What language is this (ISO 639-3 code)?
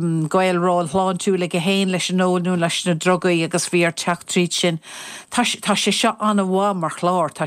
gle